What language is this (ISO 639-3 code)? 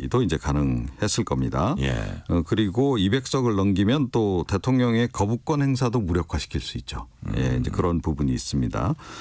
kor